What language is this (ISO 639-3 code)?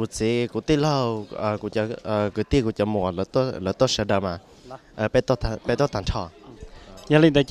hmn